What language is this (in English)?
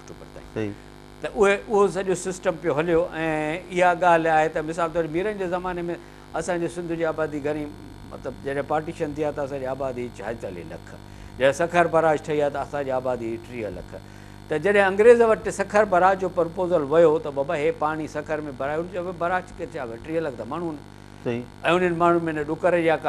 Sindhi